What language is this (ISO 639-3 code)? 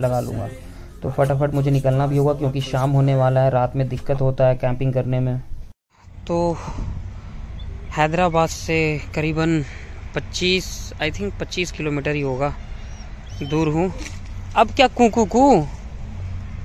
hin